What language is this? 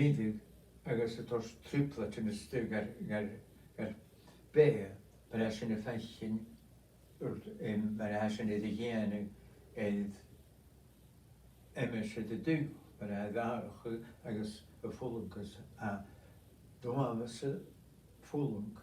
Scottish Gaelic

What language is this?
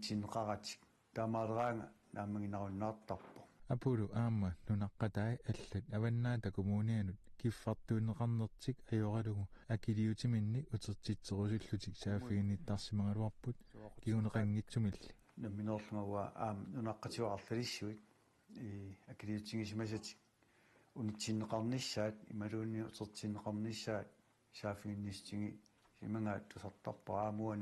Kalaallisut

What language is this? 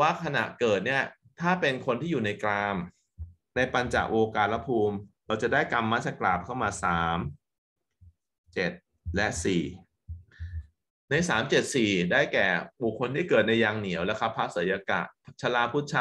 Thai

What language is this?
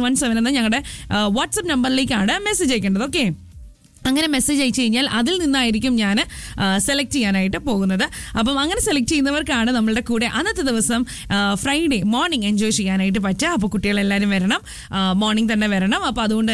Malayalam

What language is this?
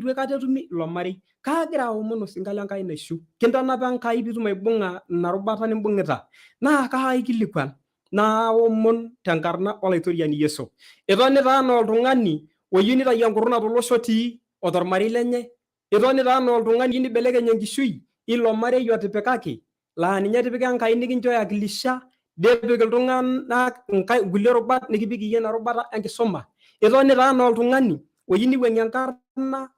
Masai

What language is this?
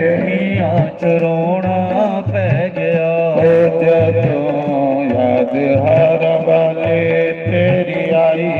Dogri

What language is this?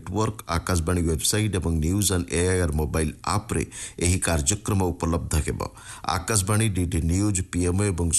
Odia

